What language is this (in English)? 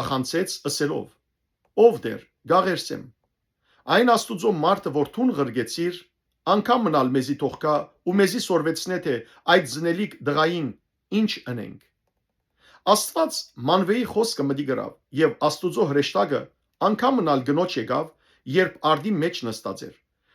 Western Armenian